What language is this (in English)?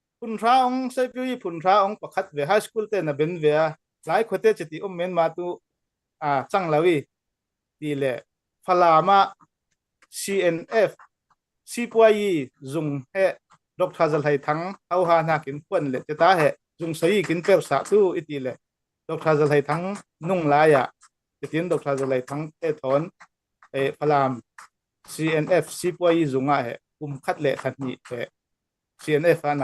Falam Chin